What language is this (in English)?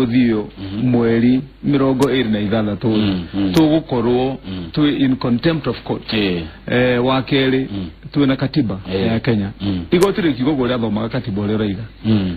Kikuyu